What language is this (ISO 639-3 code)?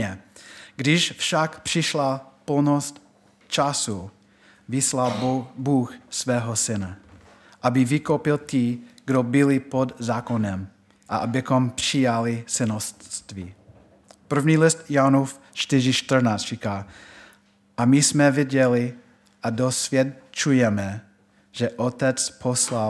ces